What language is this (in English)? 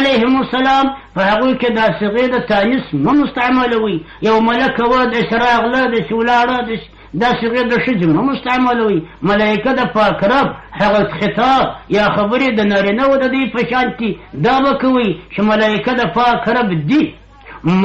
Pashto